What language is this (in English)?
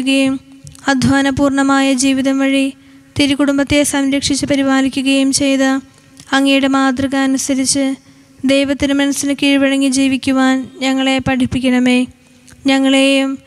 Malayalam